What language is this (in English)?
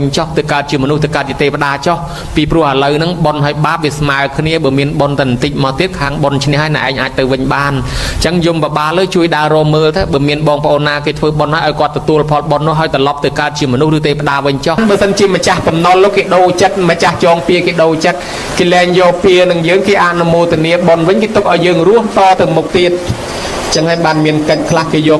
Khmer